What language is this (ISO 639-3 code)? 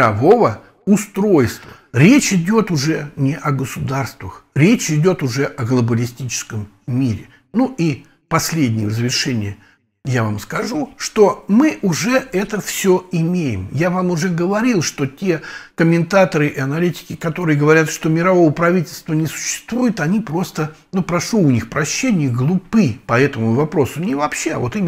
rus